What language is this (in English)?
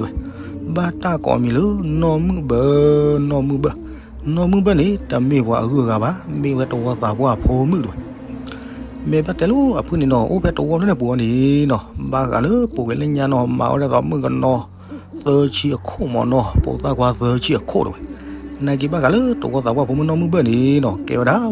S'gaw Karen